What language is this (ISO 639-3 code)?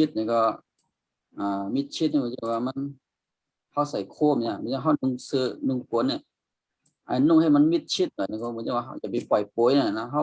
shn